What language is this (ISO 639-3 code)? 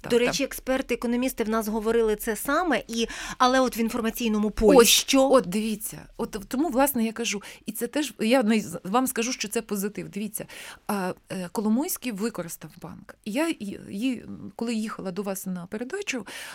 ukr